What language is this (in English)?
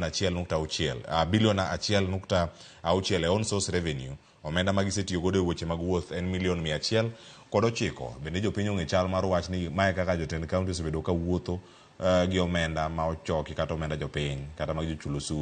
Luo (Kenya and Tanzania)